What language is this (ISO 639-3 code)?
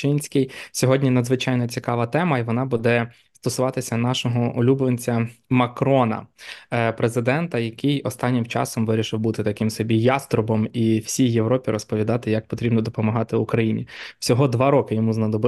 ukr